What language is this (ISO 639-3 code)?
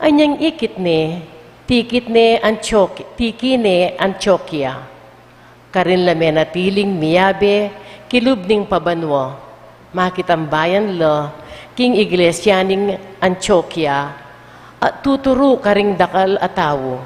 pam